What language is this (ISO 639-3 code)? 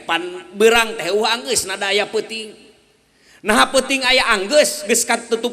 sun